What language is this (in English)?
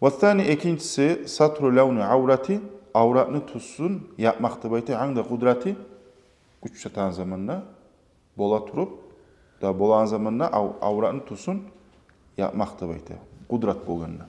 Kumyk